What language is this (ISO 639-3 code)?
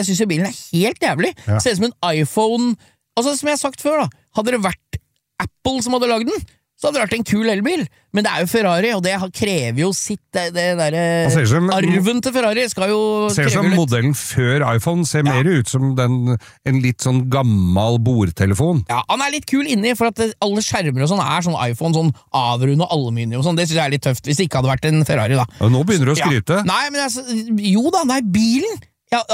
nor